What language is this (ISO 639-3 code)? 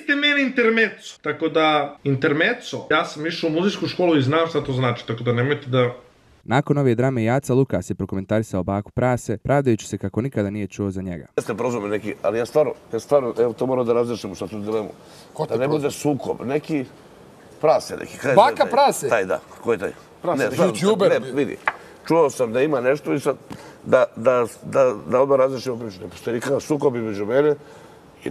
bos